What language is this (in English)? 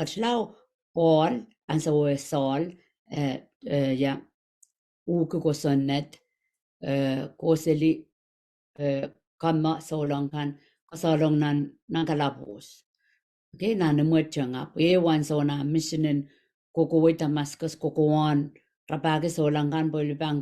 Pohnpeian